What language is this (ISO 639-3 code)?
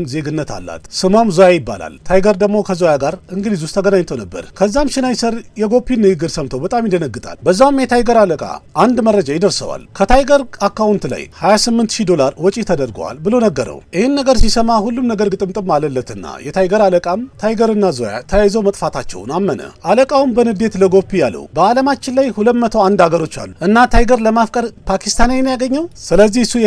amh